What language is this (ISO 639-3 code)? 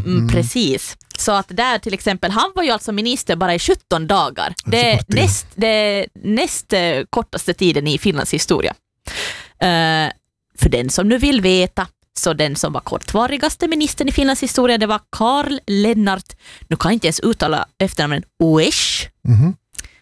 swe